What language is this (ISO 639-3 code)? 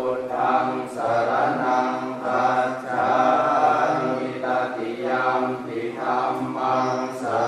pli